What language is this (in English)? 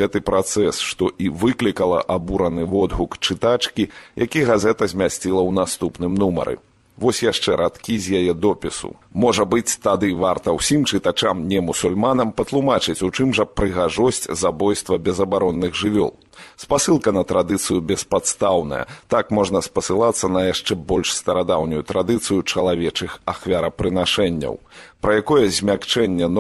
Belarusian